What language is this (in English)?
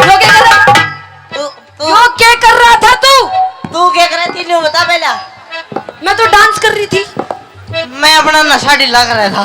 Haryanvi